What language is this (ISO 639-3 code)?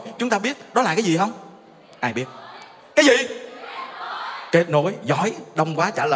vie